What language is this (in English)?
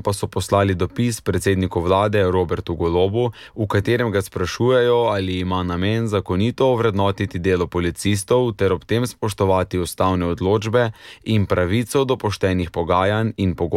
Slovenian